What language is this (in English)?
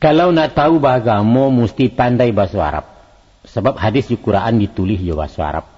Minangkabau